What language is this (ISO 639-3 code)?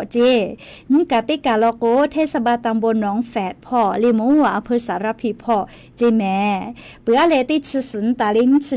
lhu